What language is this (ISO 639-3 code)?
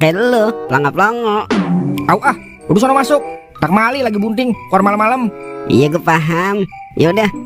bew